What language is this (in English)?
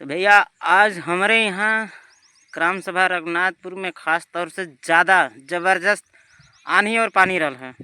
Bhojpuri